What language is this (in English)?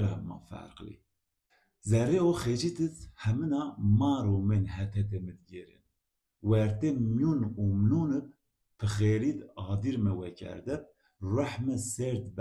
Zaza